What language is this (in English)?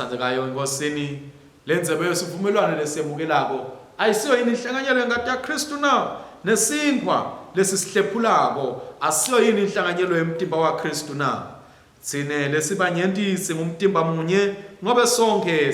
Swati